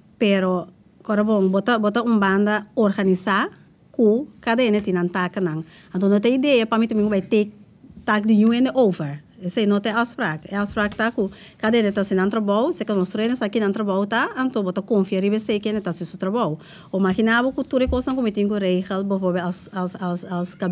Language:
Papiamento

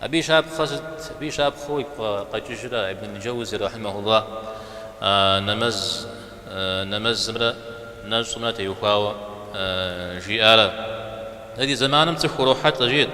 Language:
Kabardian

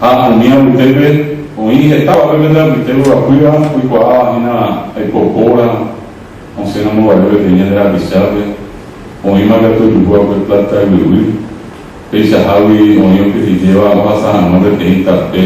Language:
Guarani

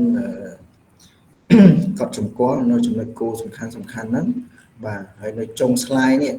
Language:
Khmer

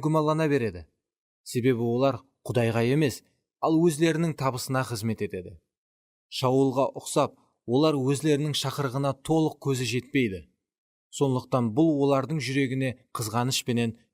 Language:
Kara-Kalpak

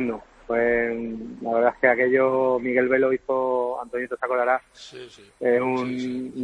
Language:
Spanish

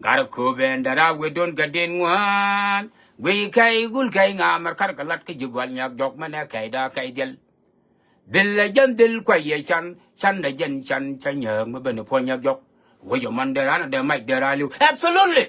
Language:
Nuer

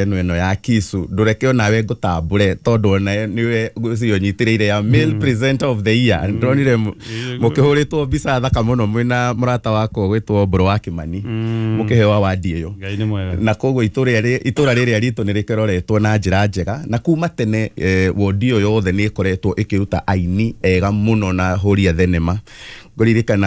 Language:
Kikuyu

